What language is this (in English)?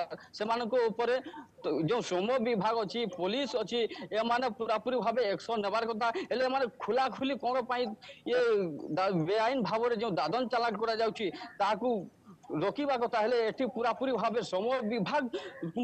Odia